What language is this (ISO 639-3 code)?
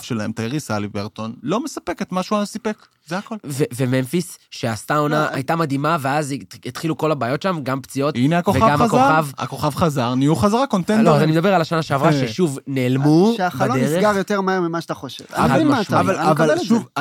heb